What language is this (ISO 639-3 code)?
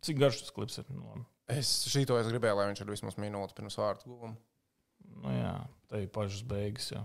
lav